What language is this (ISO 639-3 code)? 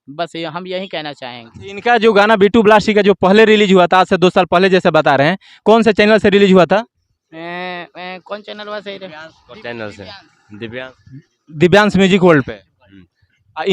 bho